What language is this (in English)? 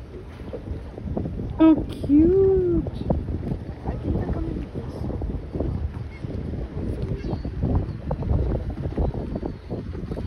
English